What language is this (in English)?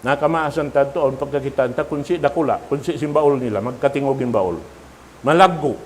Tausug